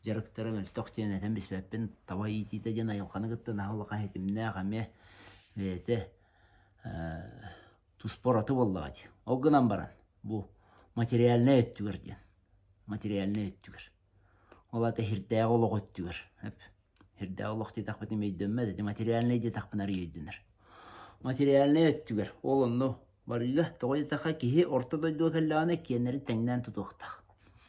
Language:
Yakut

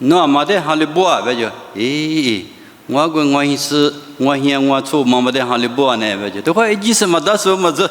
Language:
Lisu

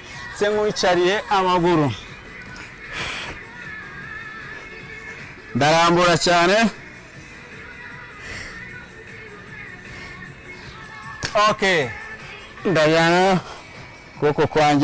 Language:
Kinyarwanda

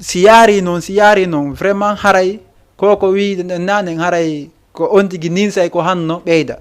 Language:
Fula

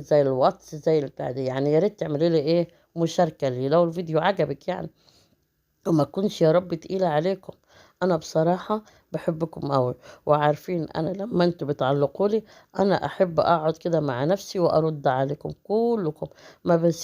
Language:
Egyptian Arabic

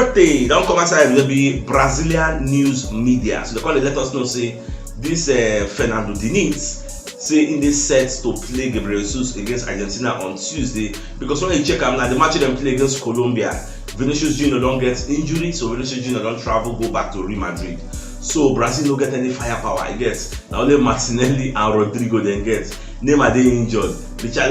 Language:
Nigerian Pidgin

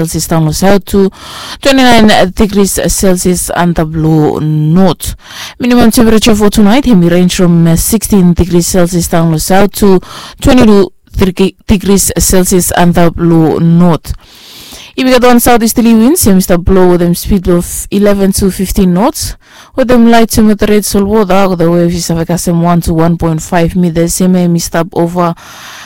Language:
Bislama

